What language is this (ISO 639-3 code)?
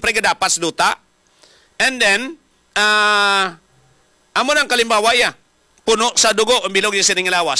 hil